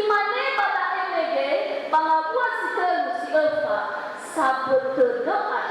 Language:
Nias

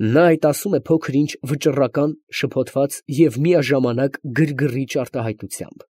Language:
Armenian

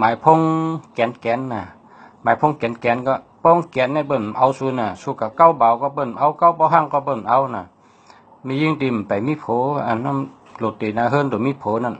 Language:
Shan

